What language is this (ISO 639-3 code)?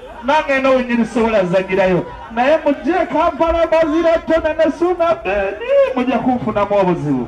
lug